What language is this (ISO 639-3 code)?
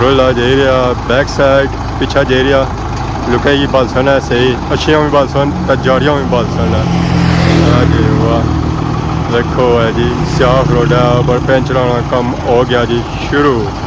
phr